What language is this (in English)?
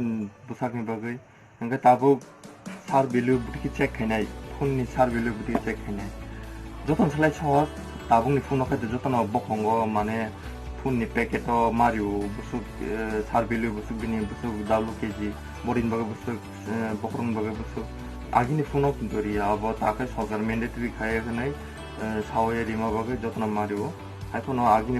Kok Borok